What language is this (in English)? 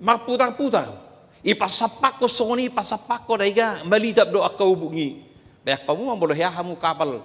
Batak Toba